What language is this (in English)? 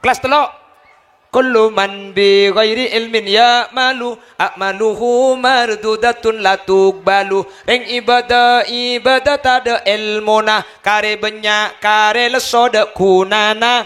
Madurese